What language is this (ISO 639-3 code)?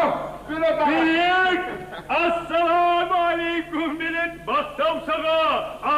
kum